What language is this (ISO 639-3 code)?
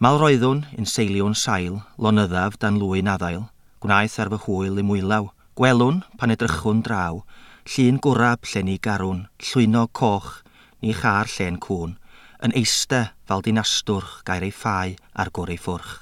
cym